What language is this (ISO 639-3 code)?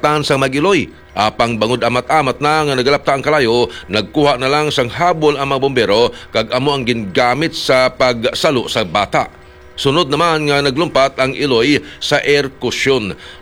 hil